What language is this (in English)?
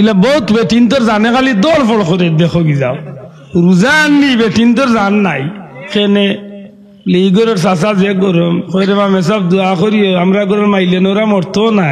Sylheti